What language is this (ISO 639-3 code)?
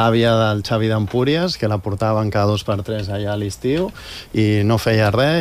cat